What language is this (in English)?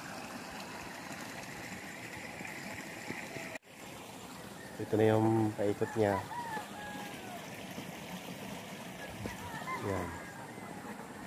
Filipino